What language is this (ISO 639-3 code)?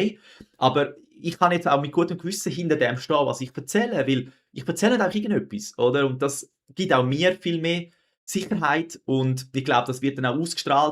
gsw